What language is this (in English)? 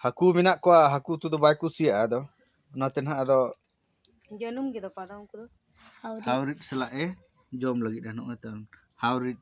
Santali